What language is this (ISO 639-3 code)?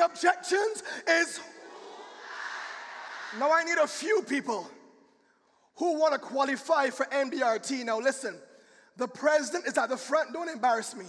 eng